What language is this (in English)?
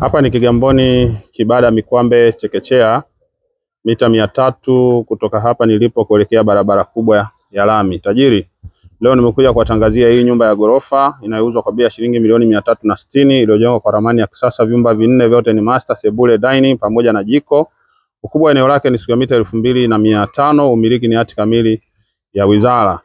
Swahili